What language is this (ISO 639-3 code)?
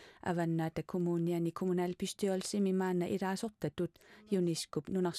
kal